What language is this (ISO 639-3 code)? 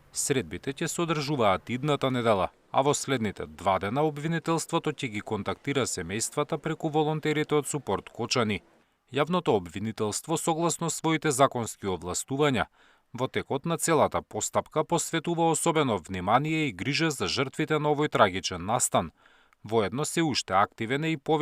mkd